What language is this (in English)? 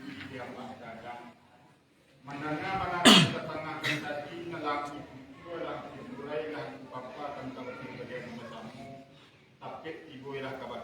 Minangkabau